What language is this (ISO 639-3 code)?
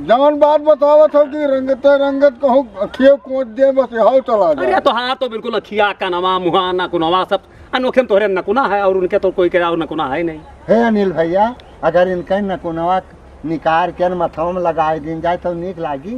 awa